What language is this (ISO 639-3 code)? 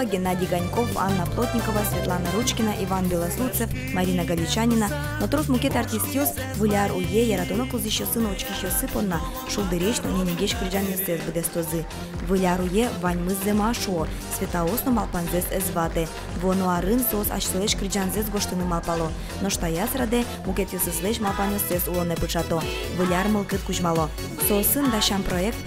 udm